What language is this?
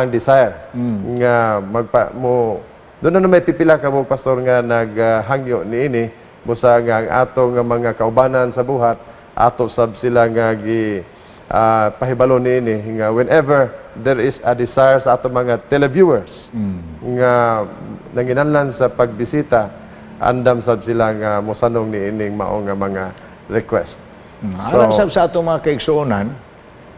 Cebuano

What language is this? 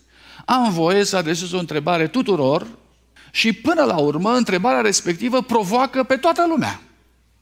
Romanian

